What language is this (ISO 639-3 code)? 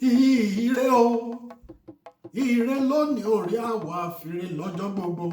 yor